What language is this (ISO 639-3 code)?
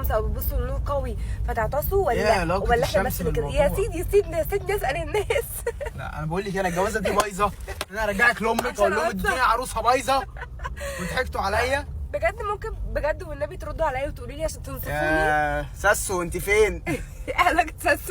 arz